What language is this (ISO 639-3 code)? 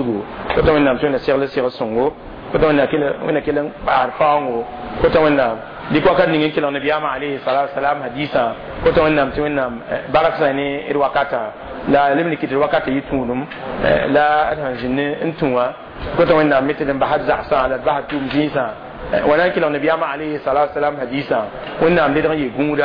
mos